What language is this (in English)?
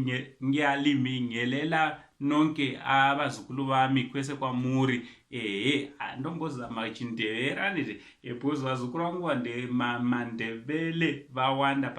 Shona